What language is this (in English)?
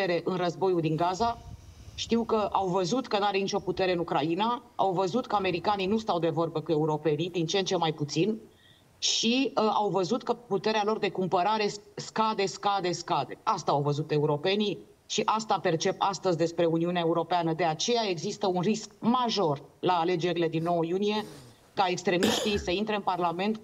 Romanian